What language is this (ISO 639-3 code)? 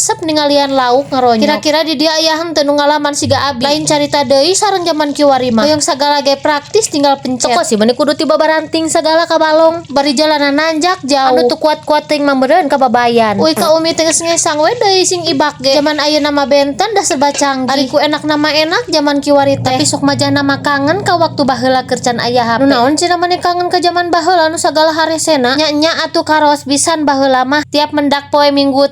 sun